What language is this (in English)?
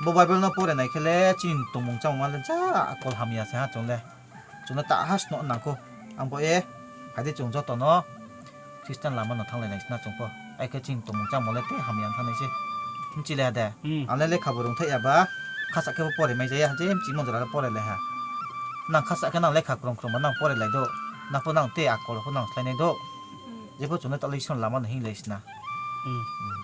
Riang (India)